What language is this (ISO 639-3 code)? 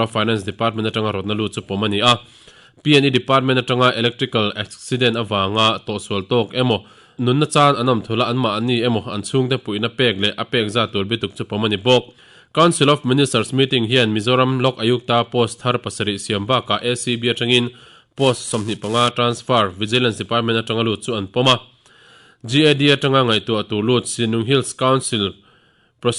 lus